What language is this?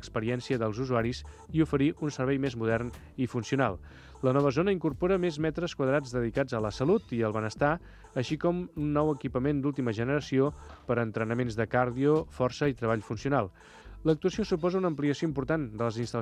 Catalan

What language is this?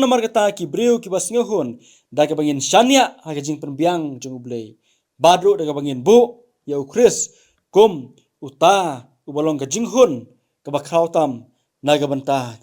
Khasi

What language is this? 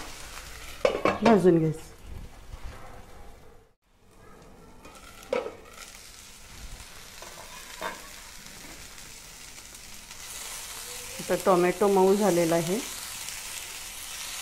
Marathi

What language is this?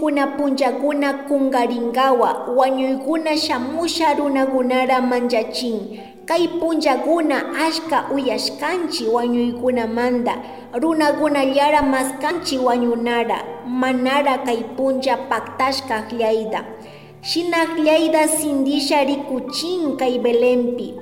Chimborazo Highland Quichua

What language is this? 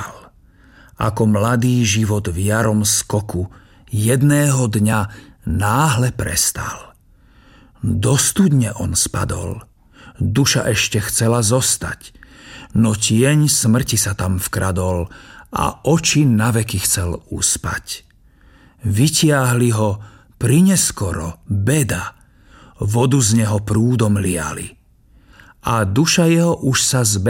Slovak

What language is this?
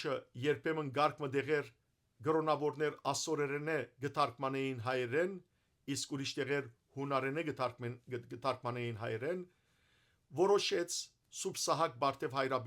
Western Armenian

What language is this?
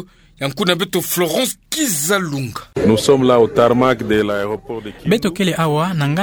Kituba (Democratic Republic of Congo)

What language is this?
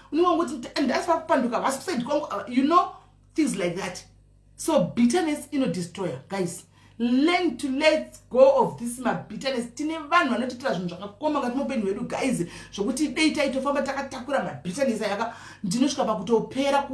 Shona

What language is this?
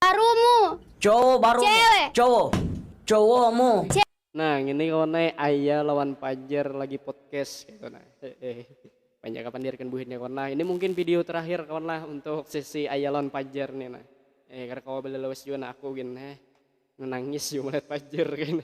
Banjar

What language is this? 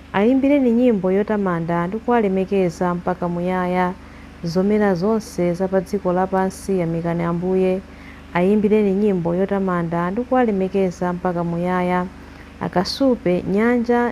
Nyanja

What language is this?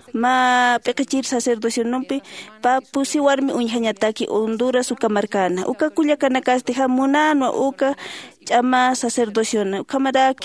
Aymara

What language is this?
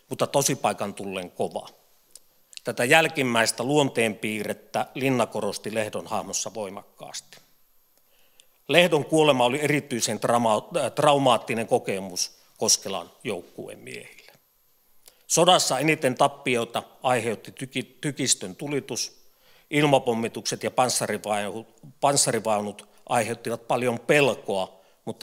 Finnish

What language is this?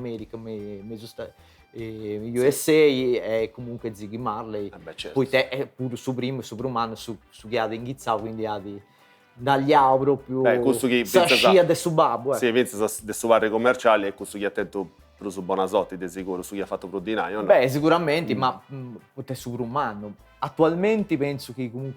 Sardinian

